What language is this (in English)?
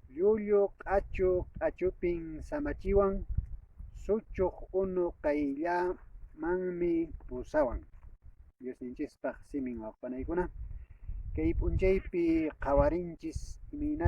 Quechua